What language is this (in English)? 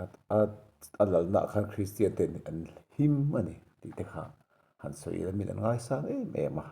Mizo